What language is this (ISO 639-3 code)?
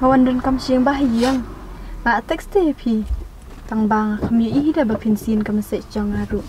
kha